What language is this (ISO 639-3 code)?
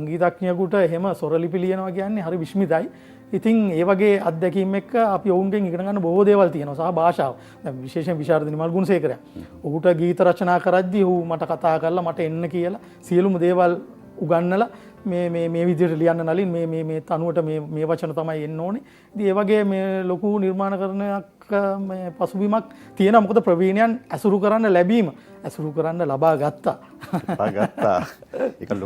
sin